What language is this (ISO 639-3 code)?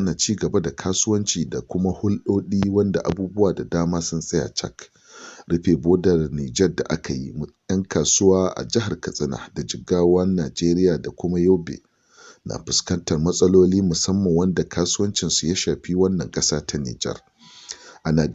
hau